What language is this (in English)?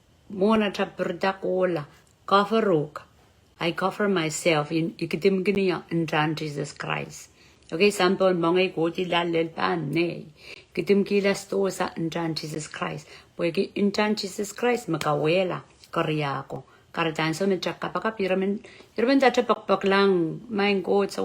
Pohnpeian